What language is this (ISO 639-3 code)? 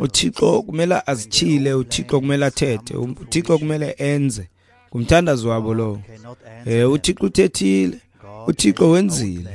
xho